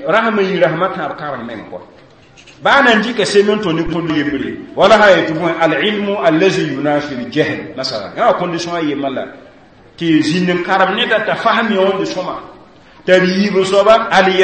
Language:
Mossi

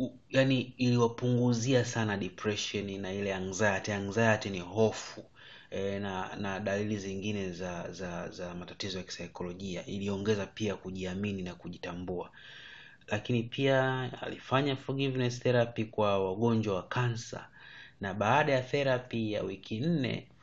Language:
Swahili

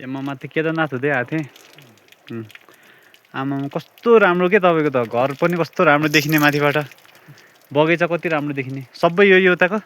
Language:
Nepali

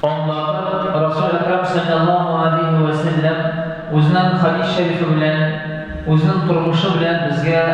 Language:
Tatar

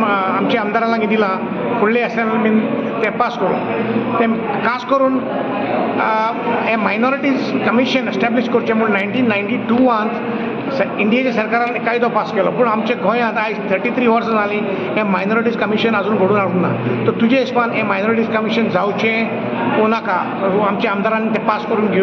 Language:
Konkani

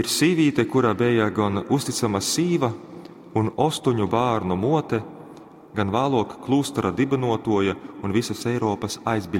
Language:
Latgalian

